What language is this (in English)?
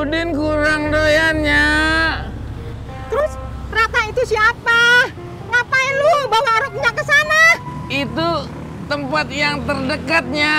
Betawi